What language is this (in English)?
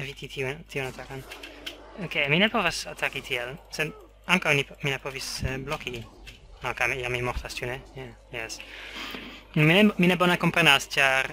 Esperanto